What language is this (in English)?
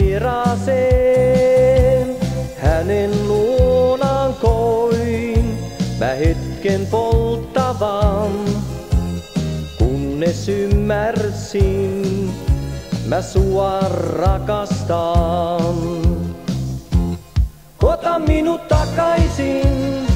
Finnish